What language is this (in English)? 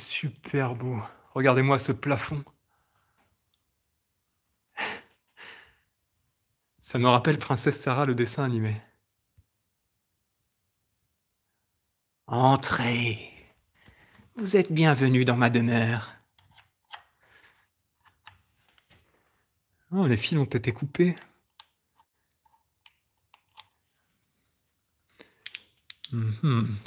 French